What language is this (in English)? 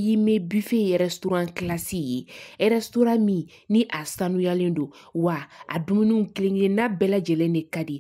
Bambara